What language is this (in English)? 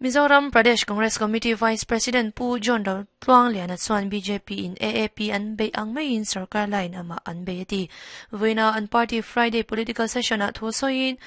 Mizo